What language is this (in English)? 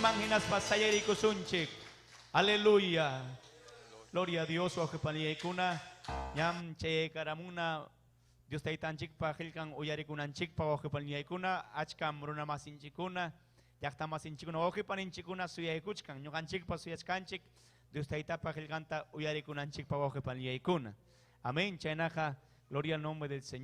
Ayacucho Quechua